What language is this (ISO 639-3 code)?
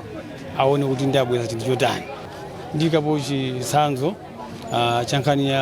nya